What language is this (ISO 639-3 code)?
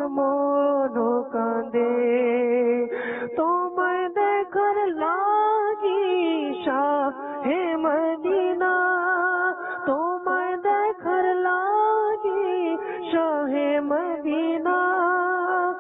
ben